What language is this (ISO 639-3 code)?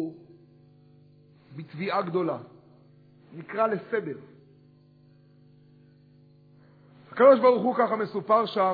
heb